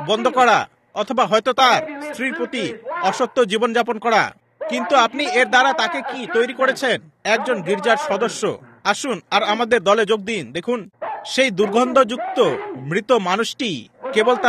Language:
Bangla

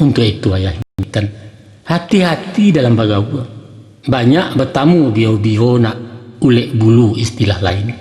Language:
Minangkabau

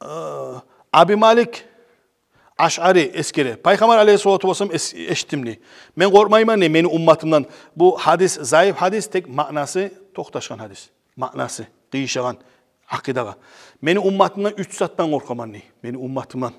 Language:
Kumyk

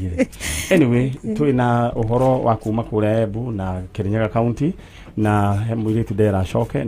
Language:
Kikuyu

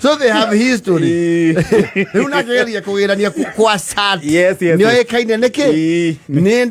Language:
Kikuyu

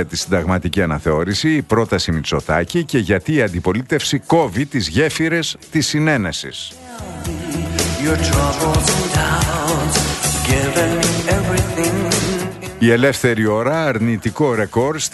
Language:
Greek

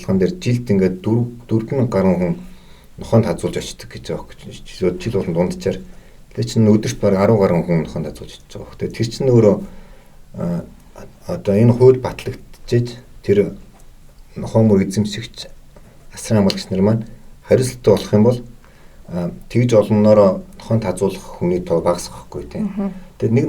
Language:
Mongolian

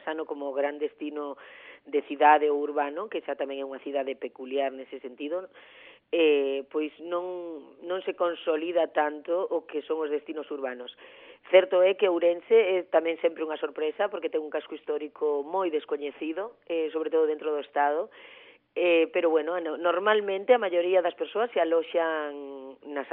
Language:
Galician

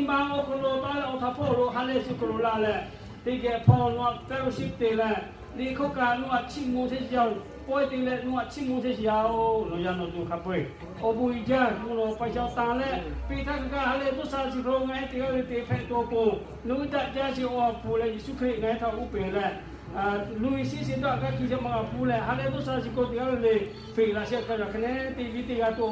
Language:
Lahu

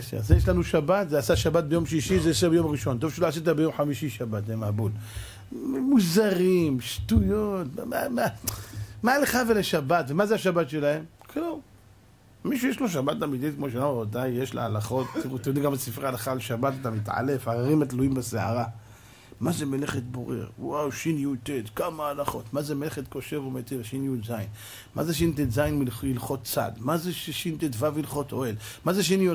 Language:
Hebrew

